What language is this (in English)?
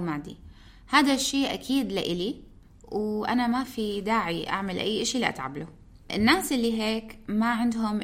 North Levantine Arabic